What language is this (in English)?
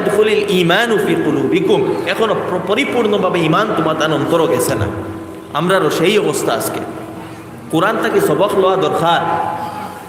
Sylheti